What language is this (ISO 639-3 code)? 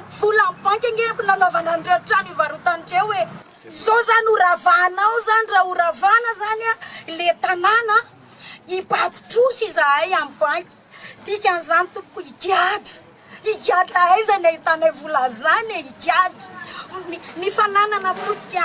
mlg